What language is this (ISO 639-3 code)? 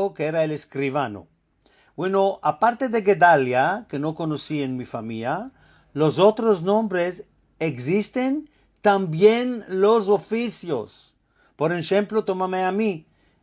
lad